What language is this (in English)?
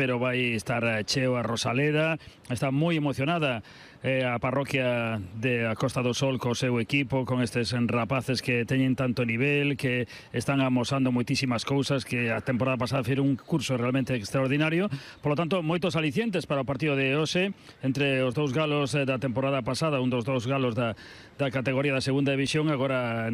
Galician